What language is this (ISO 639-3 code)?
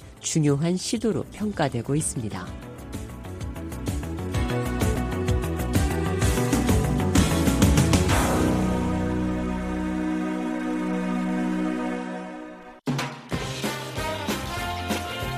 kor